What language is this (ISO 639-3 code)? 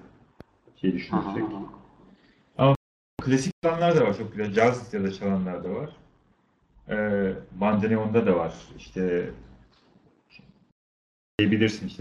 tur